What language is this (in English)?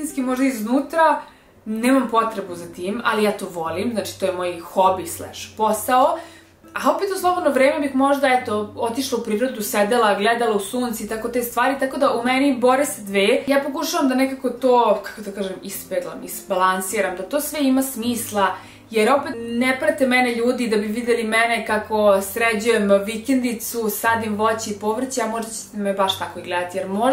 Serbian